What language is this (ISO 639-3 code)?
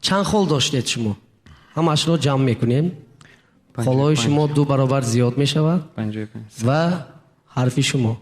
tgk